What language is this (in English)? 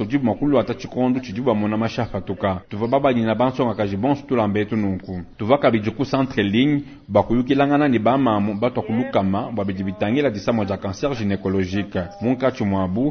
Luba-Lulua